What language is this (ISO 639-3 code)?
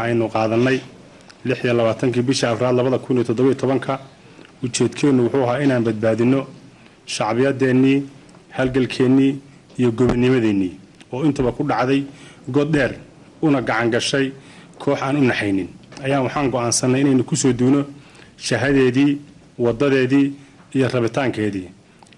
som